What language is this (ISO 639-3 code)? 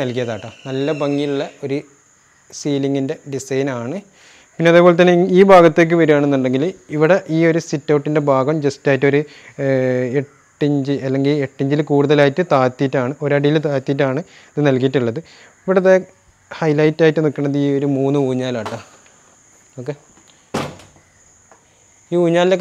mal